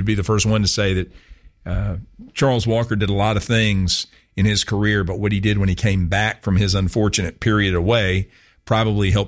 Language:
English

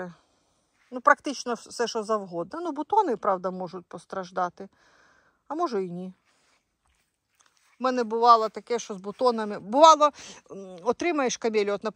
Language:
Ukrainian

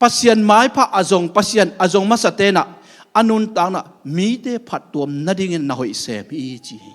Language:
Tedim Chin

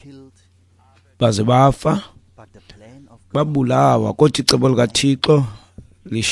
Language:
Xhosa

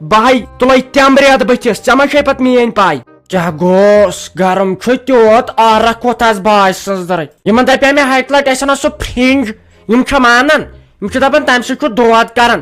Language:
Kashmiri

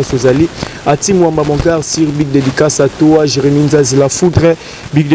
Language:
Lingala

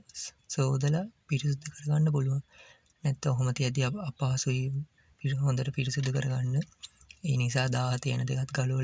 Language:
Sinhala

